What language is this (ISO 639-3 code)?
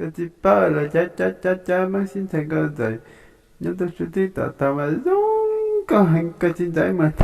hmn